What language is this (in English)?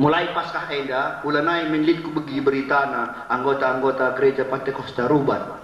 Batak Karo